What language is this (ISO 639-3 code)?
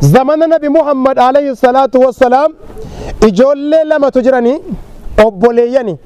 orm